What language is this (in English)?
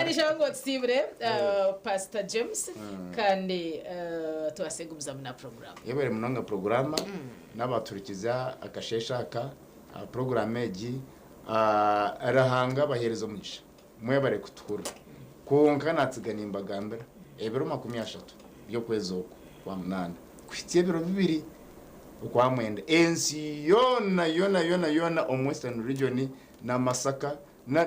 Nyankole